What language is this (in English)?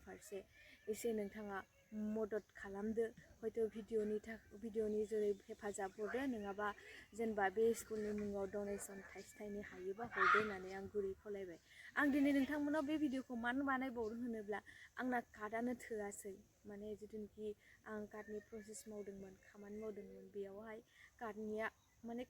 Bodo